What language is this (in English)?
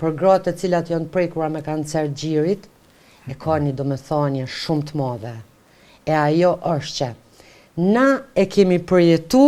Albanian